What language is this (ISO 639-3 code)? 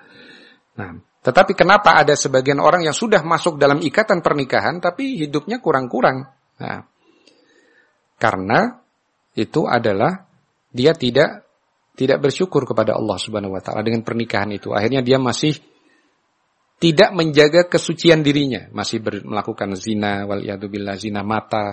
ind